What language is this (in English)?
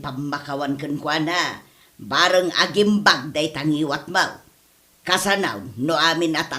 Iloko